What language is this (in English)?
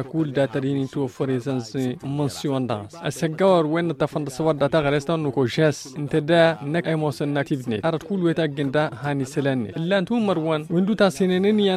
Tamasheq